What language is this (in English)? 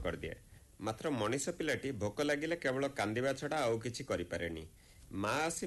Odia